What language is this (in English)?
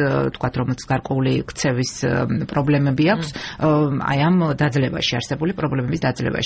Georgian